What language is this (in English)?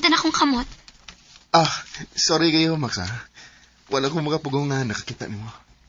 Cebuano